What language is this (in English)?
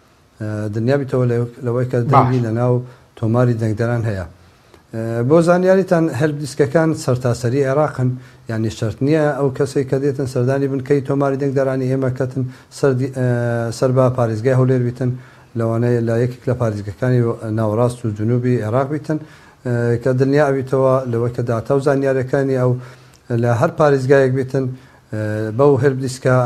Central Kurdish